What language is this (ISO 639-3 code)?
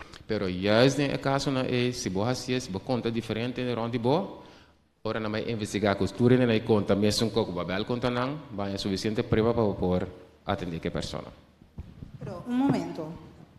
pap